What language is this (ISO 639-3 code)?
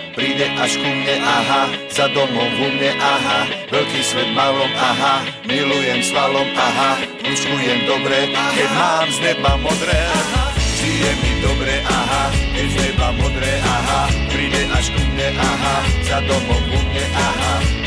slk